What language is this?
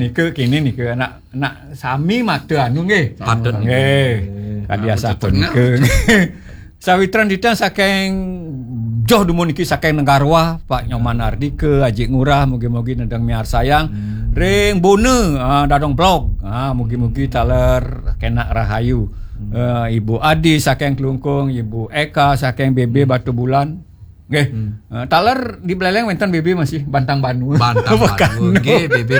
Balinese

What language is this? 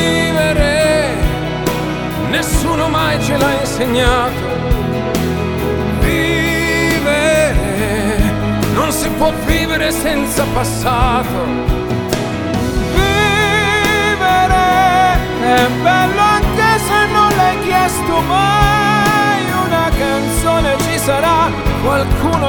Italian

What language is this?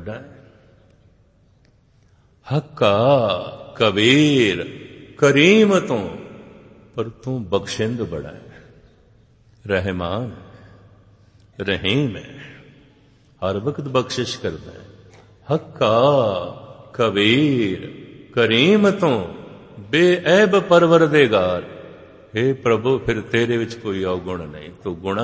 Punjabi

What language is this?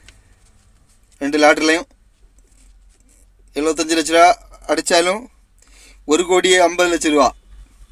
Tamil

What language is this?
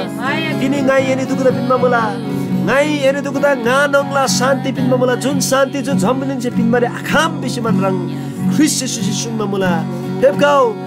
Eastern Tamang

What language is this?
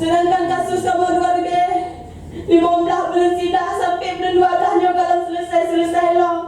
Achinese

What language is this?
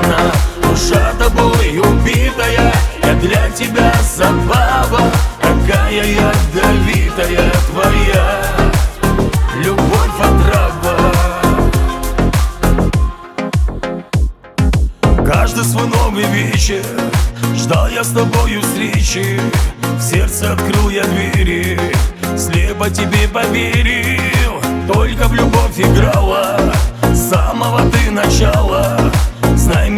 Russian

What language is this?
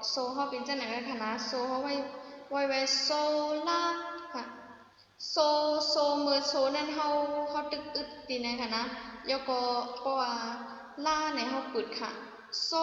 Shan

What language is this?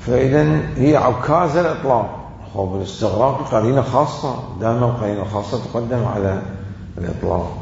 Mesopotamian Arabic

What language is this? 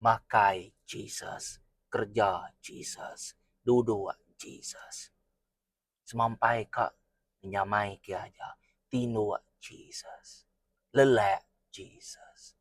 Iban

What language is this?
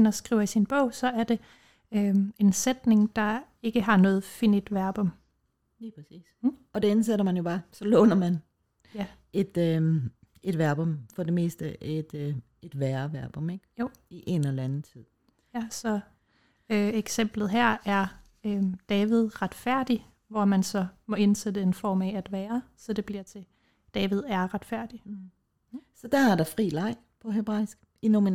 Danish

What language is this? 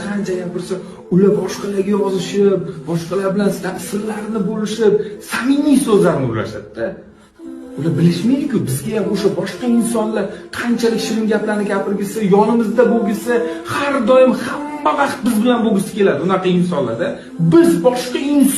Uzbek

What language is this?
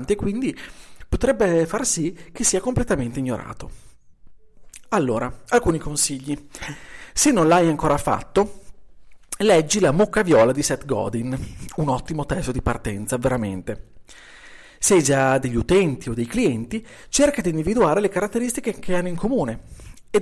Italian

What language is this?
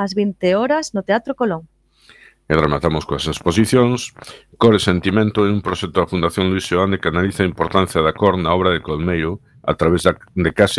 Galician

